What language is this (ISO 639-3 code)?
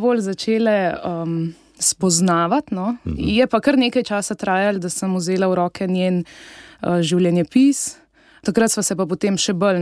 slv